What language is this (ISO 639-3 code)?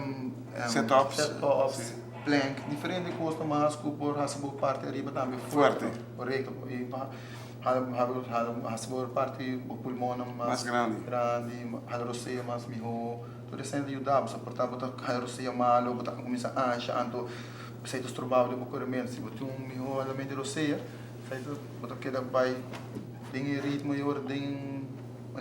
pap